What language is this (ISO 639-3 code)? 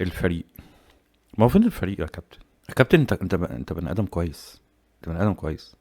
arz